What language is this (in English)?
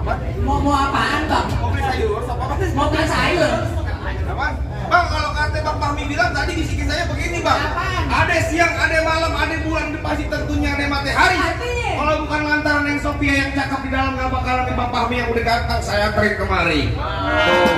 Betawi